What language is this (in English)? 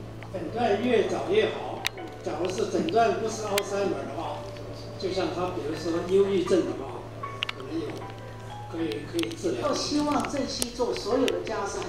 Chinese